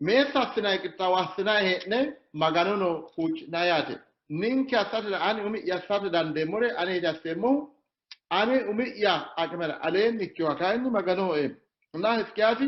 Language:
Sidamo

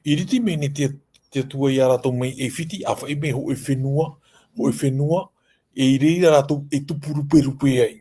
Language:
Tahitian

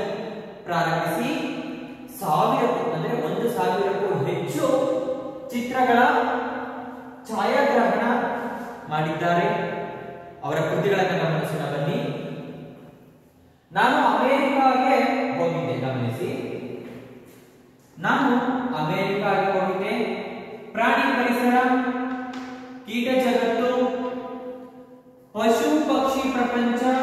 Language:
Kannada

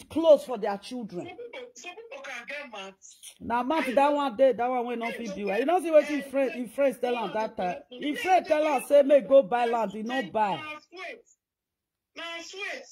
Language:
Nigerian Pidgin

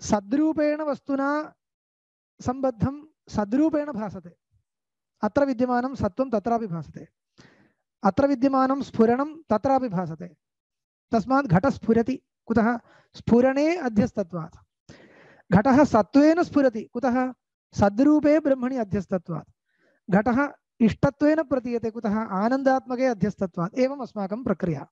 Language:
Sanskrit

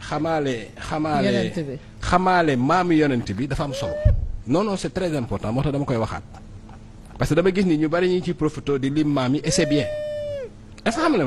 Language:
Wolof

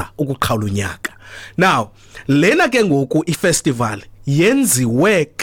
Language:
Xhosa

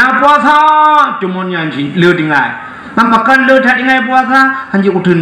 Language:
Achinese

